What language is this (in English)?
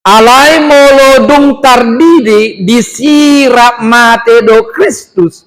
Batak Toba